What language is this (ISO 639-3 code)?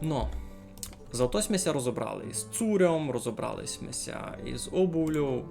rue